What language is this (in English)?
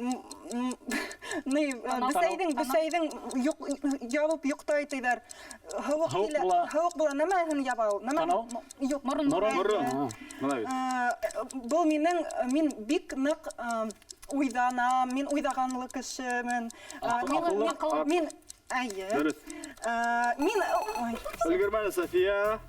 Bashkir